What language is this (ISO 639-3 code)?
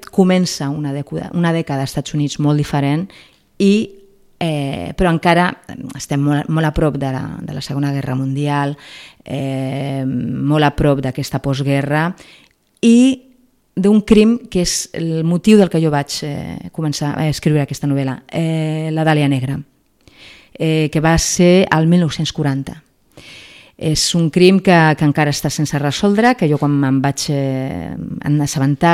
cat